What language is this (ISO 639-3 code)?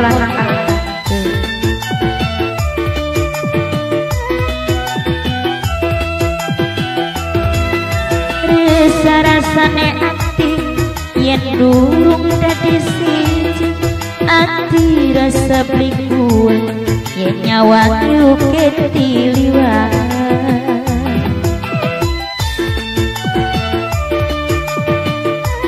jav